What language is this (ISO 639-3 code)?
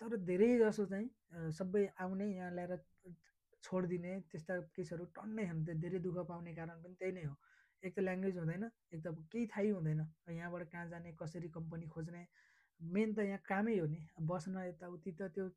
nep